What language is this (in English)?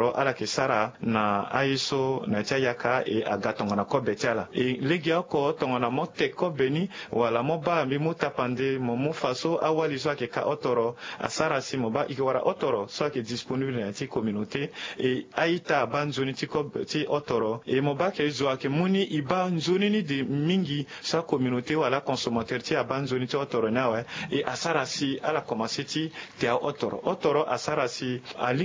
Sango